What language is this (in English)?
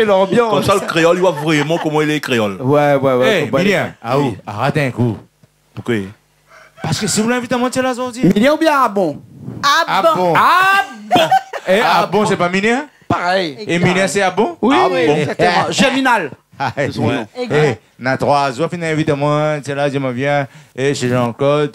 Réunion Creole French